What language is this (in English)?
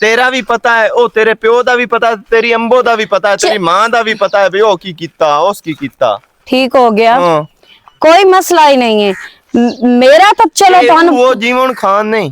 Western Panjabi